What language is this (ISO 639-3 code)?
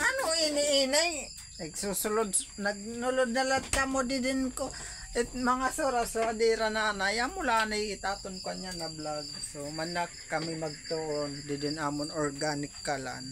war